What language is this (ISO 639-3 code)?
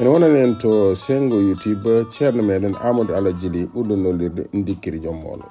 ful